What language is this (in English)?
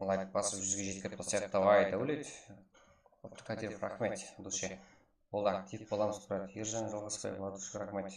Kara-Kalpak